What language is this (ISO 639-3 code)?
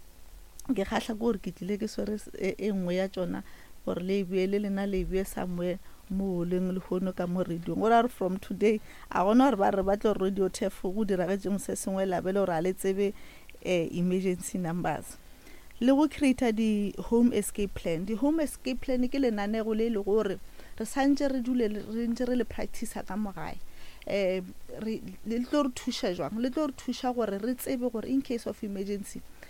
nso